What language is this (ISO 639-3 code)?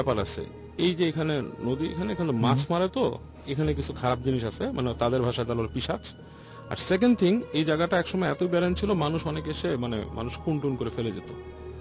ben